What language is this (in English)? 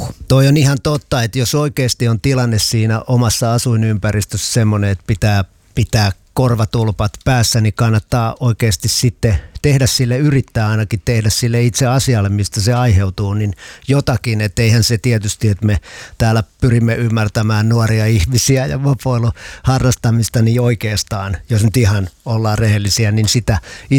Finnish